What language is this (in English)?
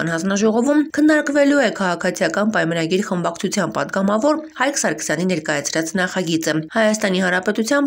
Armenian